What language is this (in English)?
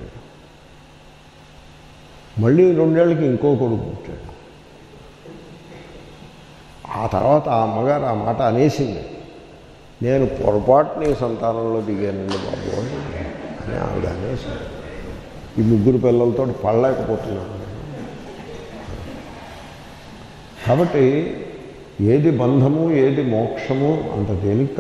Telugu